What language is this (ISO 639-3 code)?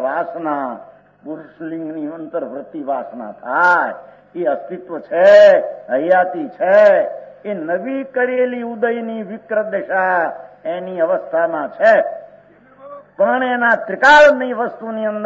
guj